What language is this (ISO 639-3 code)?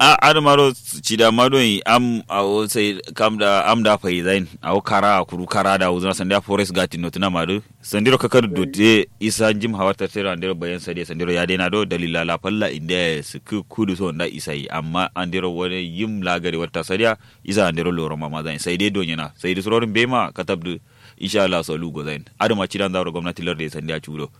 kau